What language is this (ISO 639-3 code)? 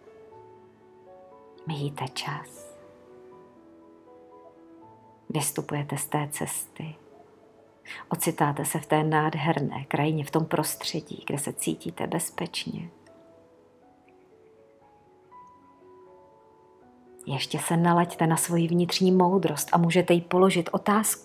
ces